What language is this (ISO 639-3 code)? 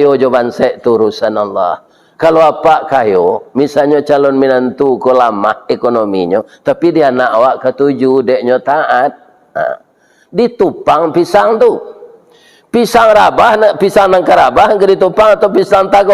min